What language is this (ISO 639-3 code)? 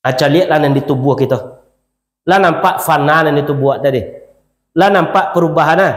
min